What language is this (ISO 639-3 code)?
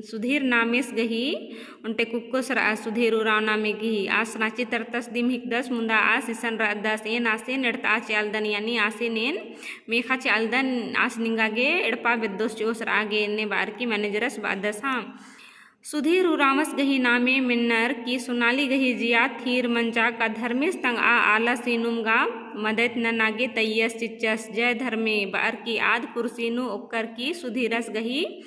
kru